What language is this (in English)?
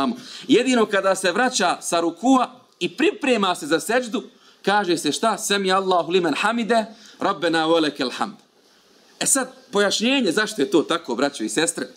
Bosnian